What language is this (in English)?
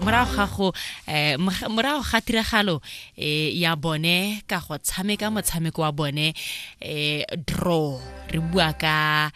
Tswana